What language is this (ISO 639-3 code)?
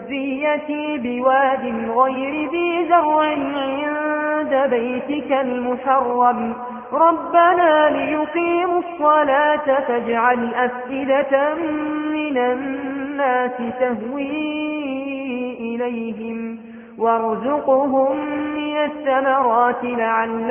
ara